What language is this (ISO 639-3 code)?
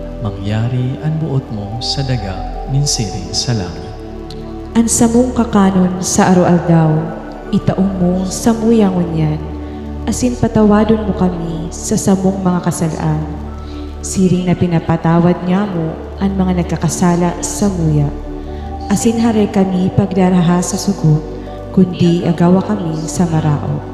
bik